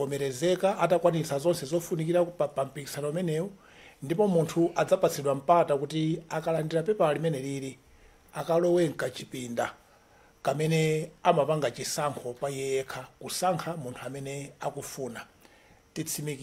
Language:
Nyanja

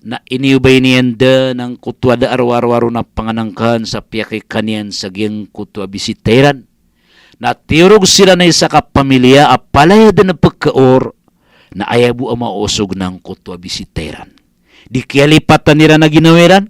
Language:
Maranao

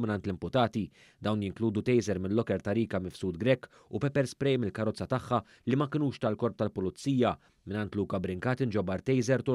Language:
Maltese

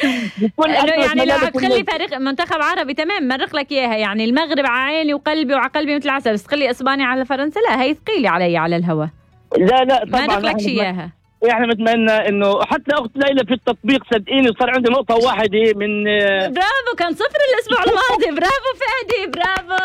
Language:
North Levantine Arabic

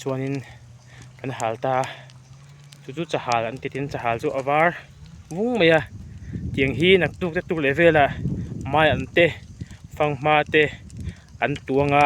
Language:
Mizo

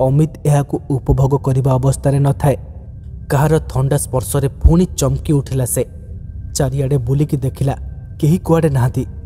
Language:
Odia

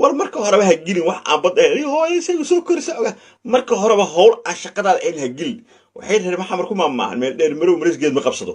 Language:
Somali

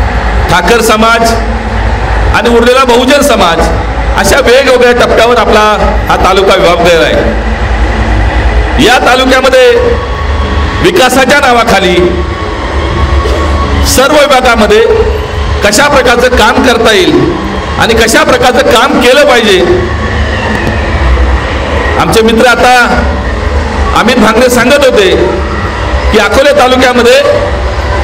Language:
Marathi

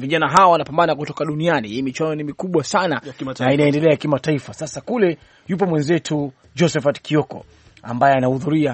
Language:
Swahili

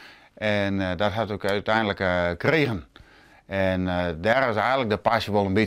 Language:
Western Frisian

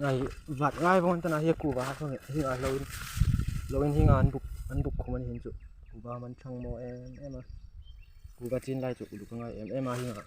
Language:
Hmar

